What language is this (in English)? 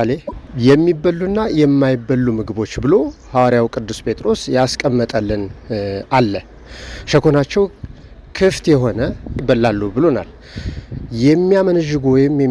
Amharic